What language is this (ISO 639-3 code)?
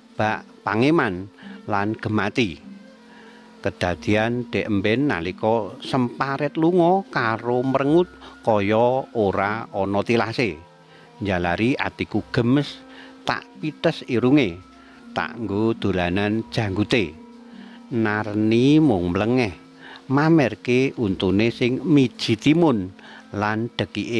jav